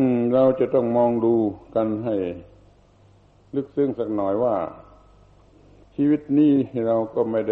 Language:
Thai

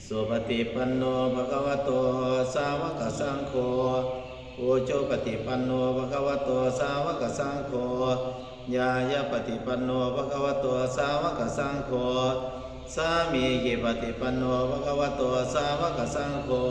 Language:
Pali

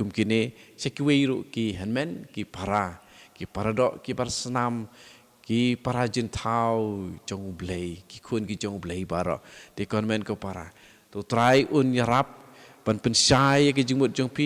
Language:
Khasi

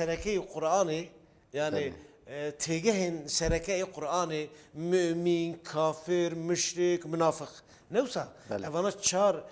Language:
Kurdish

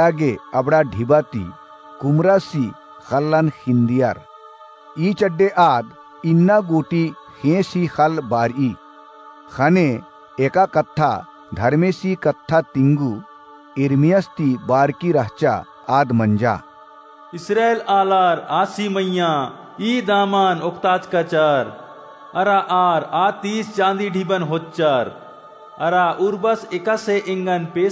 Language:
Kurukh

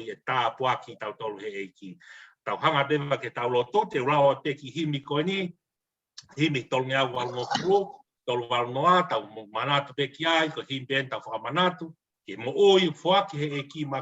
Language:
Tongan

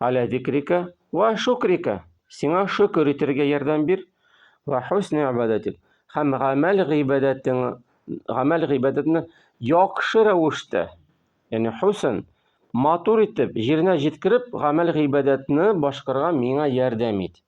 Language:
Tatar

